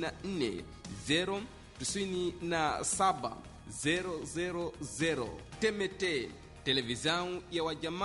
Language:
Swahili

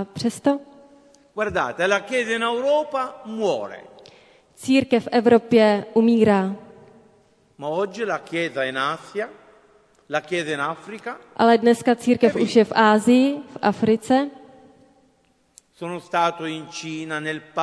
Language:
Czech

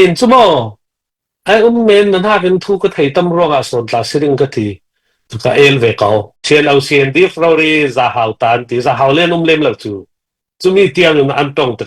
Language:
Falam Chin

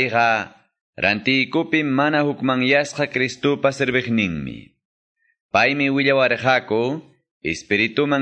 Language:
Quechua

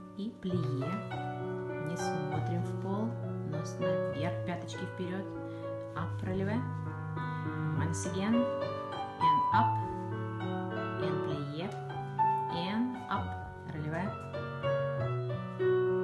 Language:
Russian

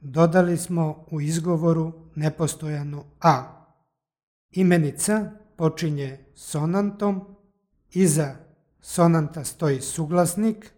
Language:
Serbian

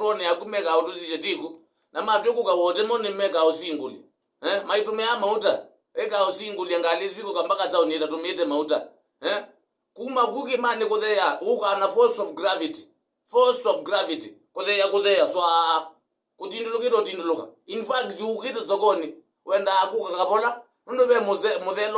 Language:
Kamba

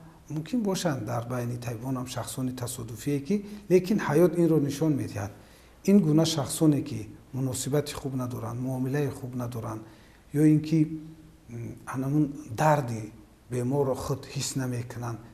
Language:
Tajik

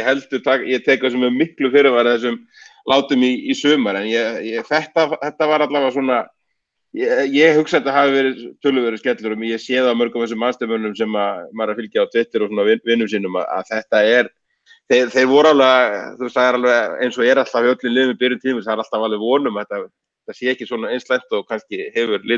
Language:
Icelandic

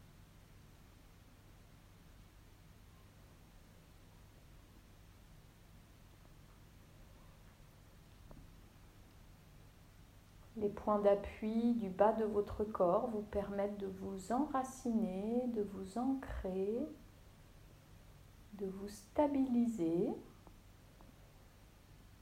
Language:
French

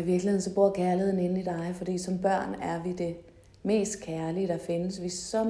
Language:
Danish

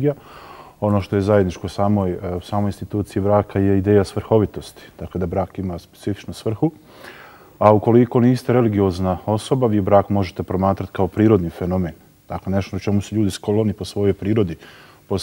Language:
Bosnian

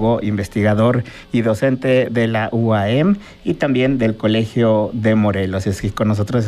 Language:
Spanish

